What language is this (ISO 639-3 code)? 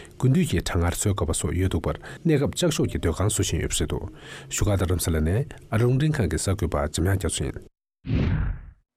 bod